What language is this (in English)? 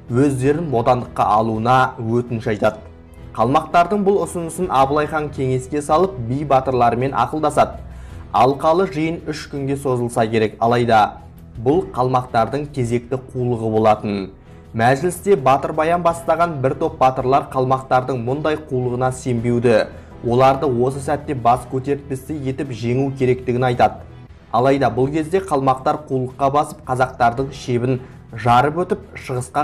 Kazakh